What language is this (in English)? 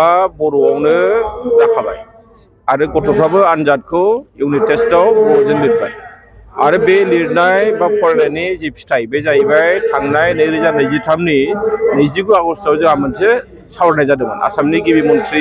Bodo